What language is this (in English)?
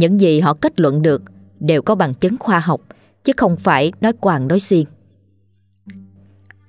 Vietnamese